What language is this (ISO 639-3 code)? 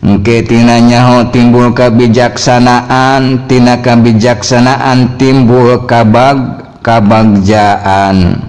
sun